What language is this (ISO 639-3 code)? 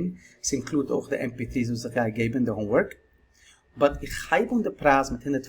yid